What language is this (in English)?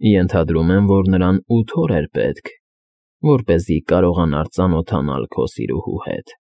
Armenian